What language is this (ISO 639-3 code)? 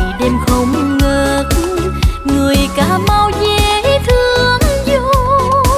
vie